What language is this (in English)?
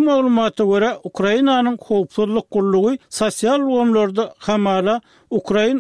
Turkmen